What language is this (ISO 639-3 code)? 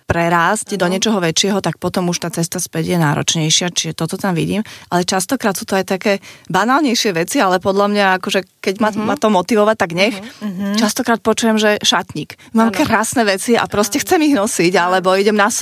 slk